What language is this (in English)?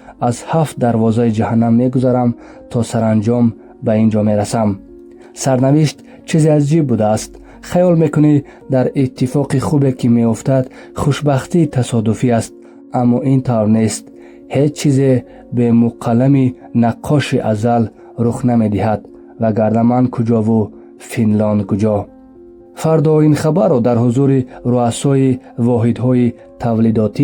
Tajik